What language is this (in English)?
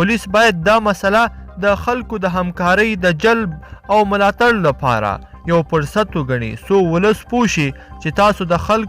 Pashto